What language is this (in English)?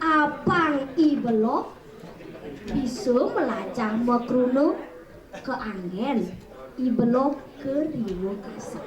Balinese